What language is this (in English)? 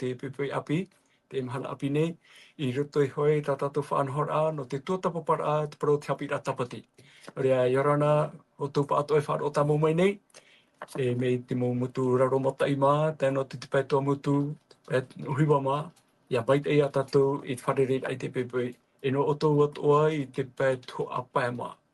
Tahitian